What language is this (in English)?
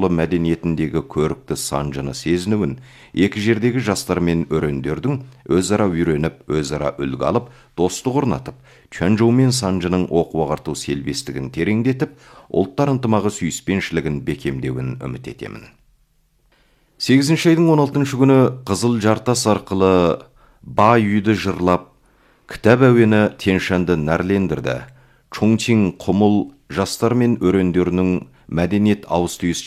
Kazakh